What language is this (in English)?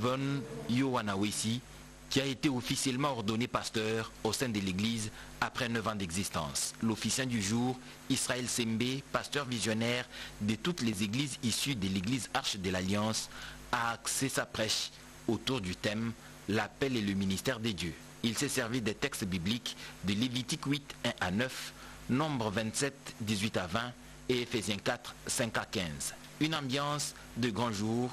French